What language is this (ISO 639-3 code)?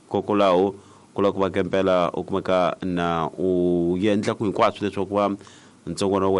tso